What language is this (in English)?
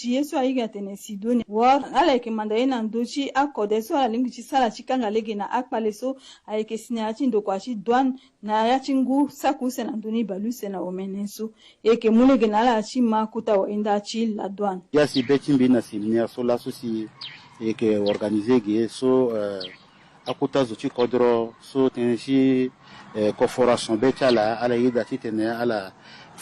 Sango